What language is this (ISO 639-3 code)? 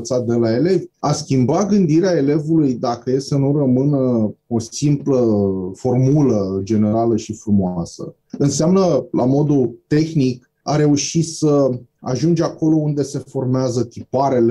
ron